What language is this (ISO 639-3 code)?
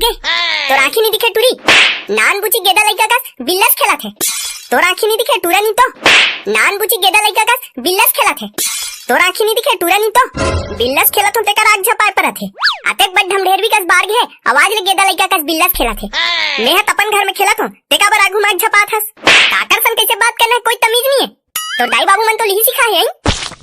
hne